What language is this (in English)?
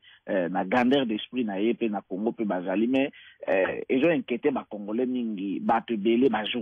Lingala